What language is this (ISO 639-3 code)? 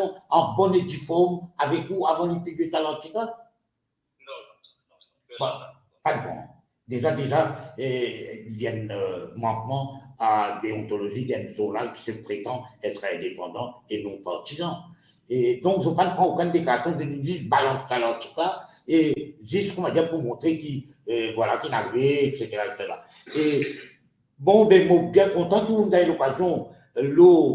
mfe